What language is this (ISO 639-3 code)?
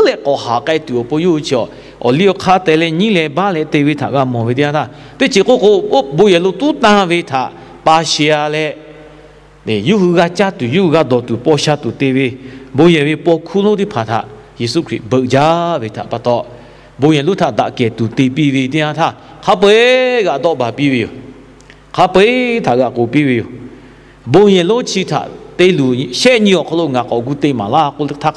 lhu